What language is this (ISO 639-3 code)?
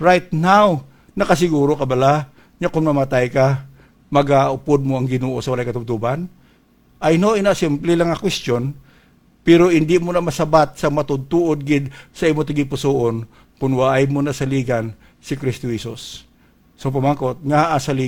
hil